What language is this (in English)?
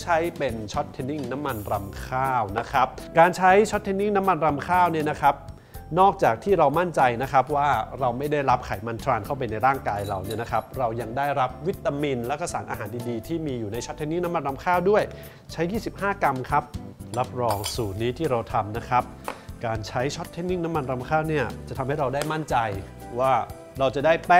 Thai